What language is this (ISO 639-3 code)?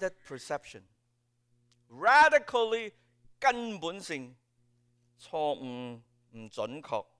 yue